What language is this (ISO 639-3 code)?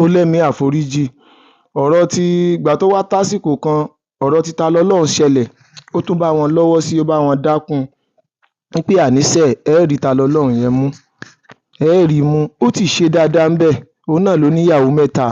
yor